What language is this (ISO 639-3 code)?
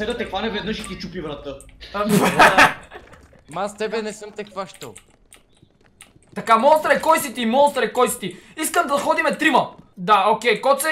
bul